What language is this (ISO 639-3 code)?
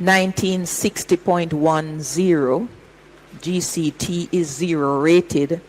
jam